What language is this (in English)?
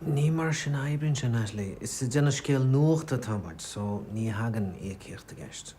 Irish